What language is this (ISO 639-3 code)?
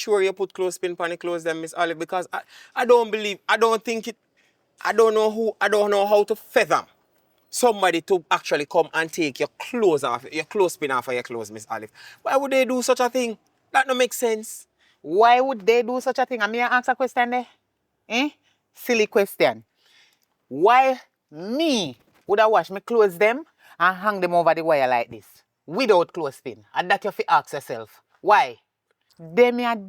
jam